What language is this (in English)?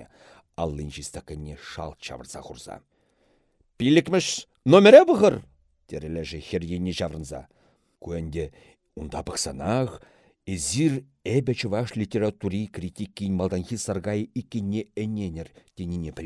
Chuvash